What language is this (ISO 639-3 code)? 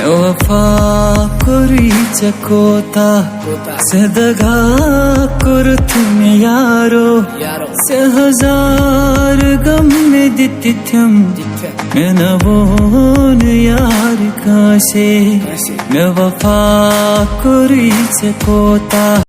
kas